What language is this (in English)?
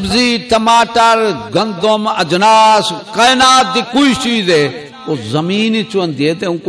Saraiki